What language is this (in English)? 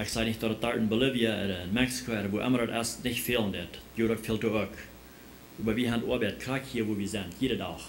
Plautdietsch